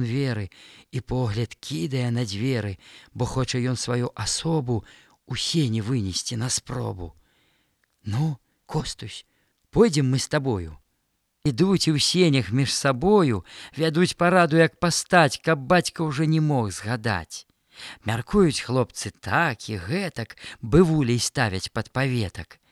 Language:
Belarusian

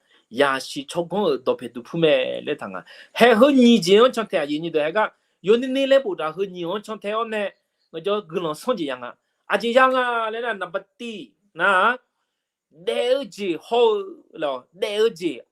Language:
Akha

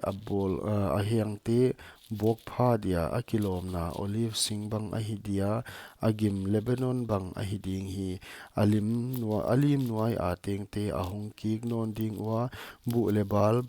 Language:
Paite Chin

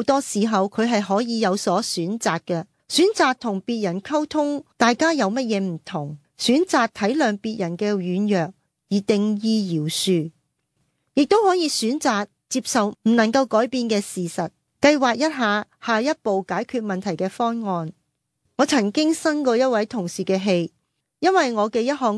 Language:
Cantonese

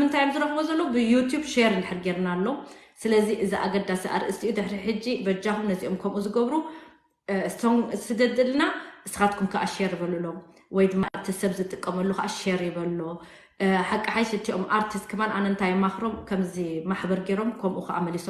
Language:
Tigrinya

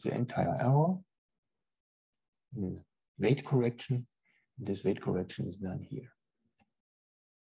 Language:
English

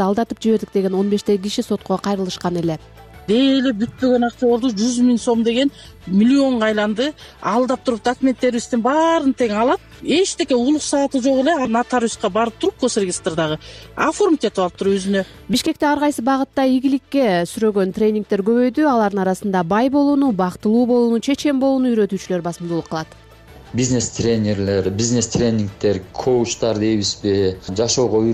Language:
Kyrgyz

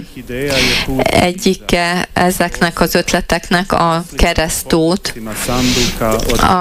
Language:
Hungarian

